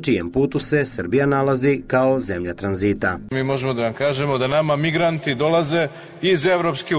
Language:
Serbian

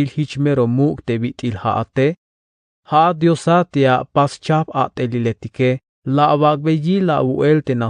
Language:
Tzeltal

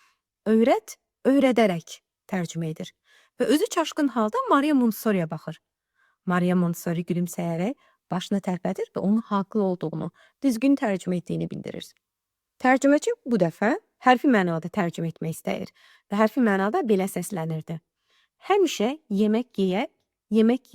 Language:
Azerbaijani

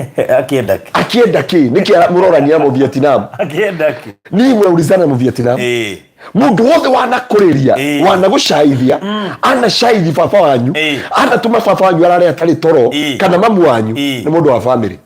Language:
Kikuyu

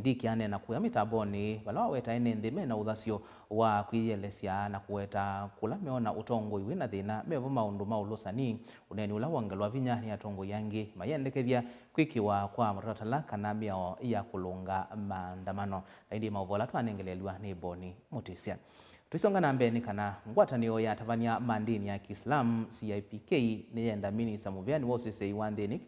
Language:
Kamba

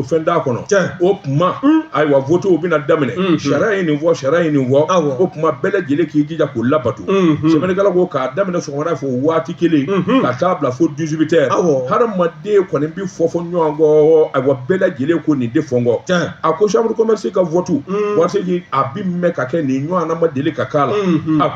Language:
Bambara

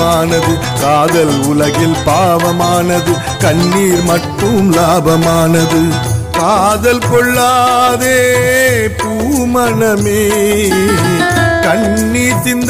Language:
Tamil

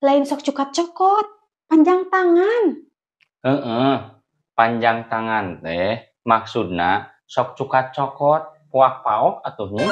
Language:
Sundanese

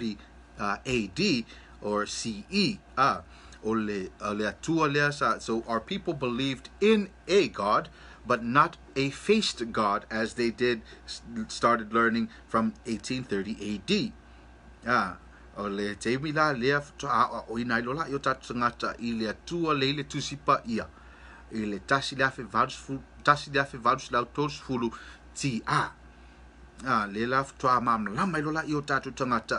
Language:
Samoan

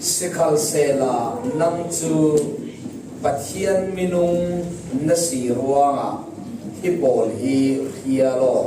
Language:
Falam Chin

